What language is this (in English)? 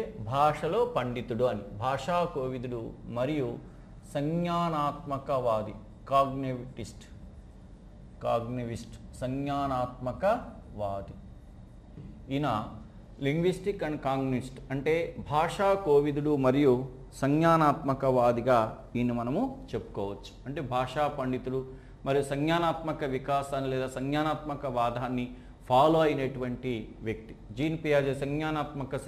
Telugu